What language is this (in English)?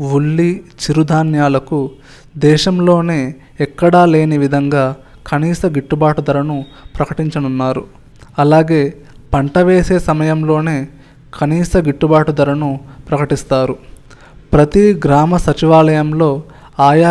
Telugu